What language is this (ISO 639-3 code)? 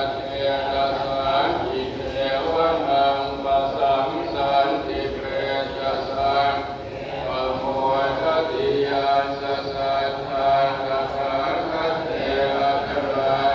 pli